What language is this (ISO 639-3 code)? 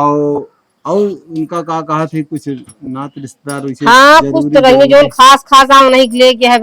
awa